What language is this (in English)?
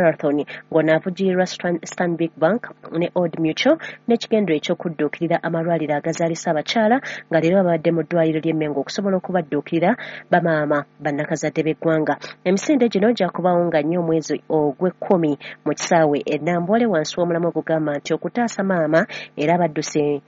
Ganda